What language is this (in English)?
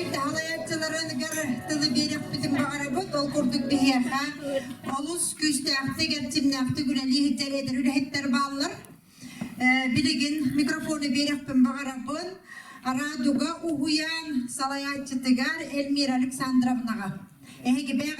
Yakut